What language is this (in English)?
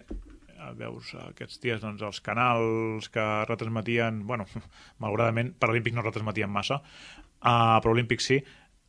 Catalan